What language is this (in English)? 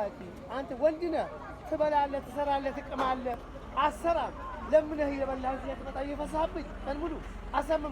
Amharic